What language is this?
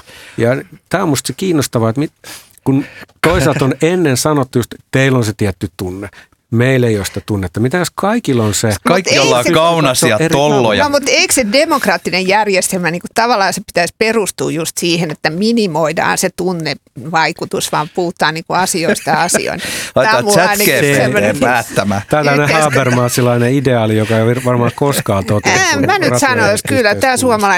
Finnish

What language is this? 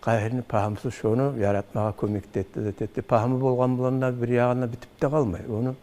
Kumyk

